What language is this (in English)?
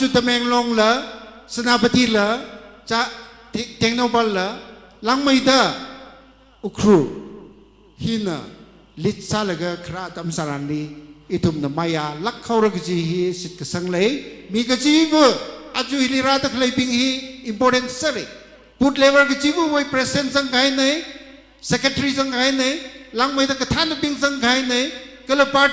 Tangkhul Naga (India)